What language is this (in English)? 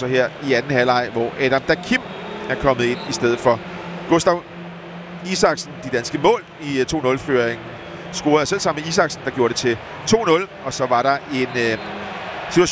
Danish